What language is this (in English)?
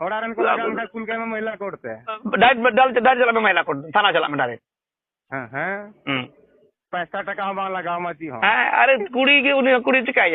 Santali